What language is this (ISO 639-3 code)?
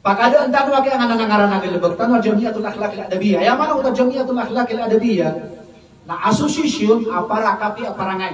mrw